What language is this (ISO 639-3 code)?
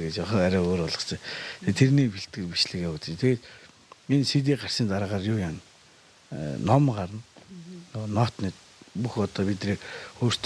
mon